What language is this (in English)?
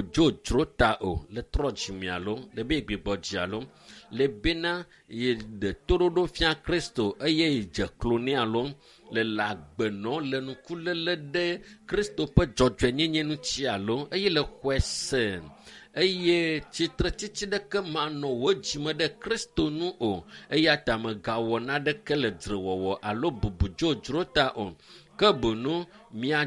Ewe